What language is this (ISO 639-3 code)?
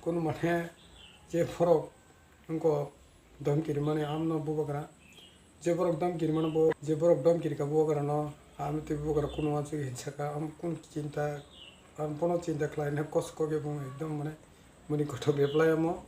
trp